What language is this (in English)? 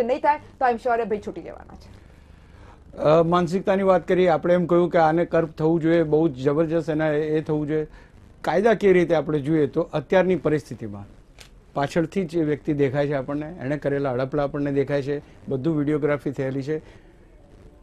Gujarati